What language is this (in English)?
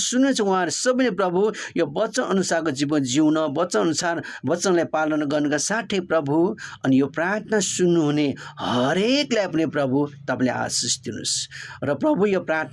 Nepali